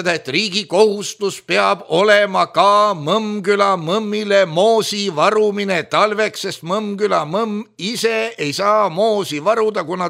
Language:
Estonian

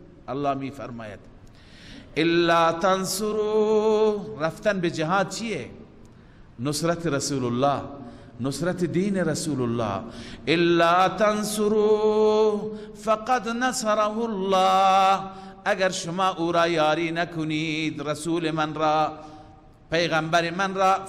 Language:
Persian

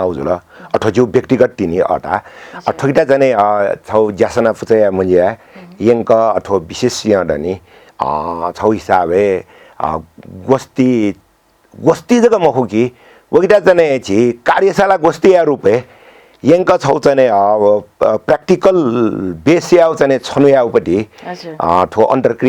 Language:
Newari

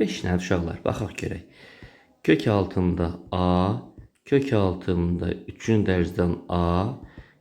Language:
Azerbaijani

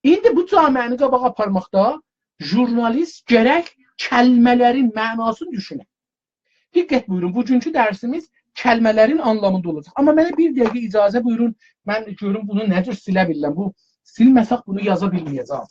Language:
South Azerbaijani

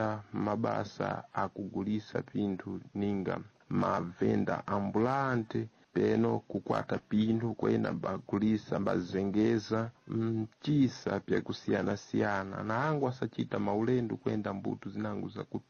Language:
Sena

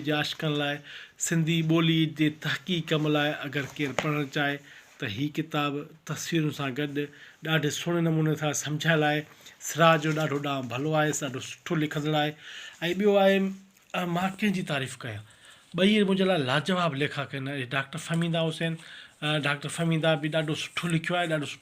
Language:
Sindhi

